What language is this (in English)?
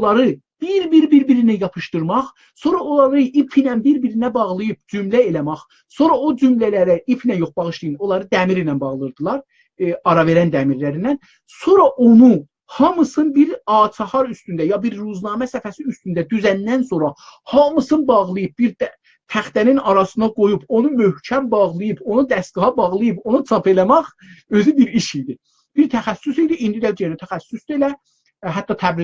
South Azerbaijani